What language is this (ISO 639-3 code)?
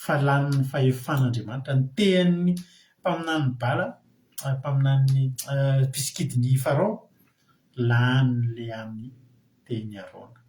mlg